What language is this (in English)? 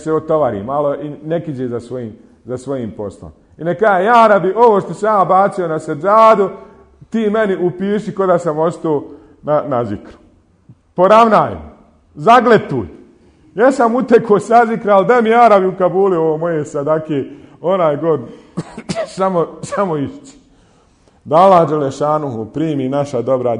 Bosnian